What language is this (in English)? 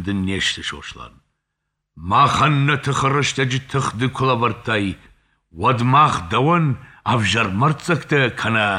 Ossetic